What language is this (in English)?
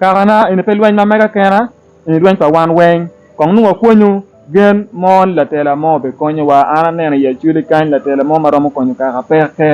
Acoli